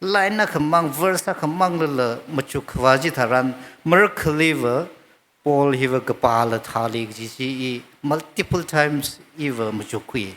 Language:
Tangkhul Naga (India)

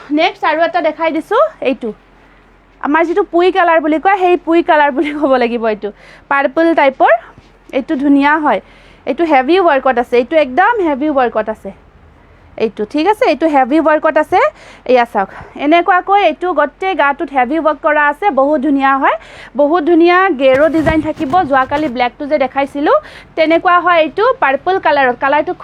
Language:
Assamese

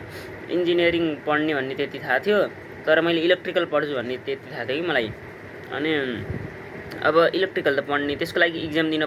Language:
Nepali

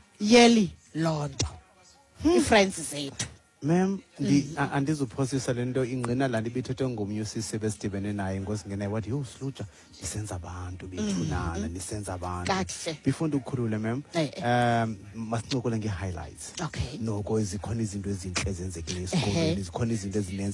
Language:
Xhosa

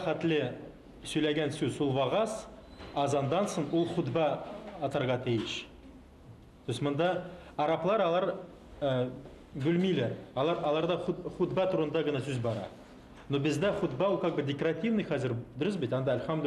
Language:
Tatar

